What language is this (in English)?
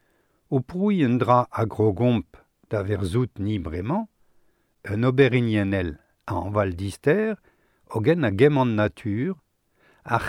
Breton